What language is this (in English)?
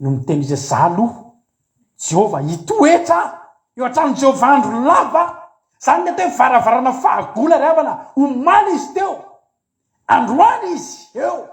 Malagasy